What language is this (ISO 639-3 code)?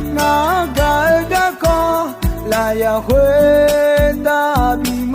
ahk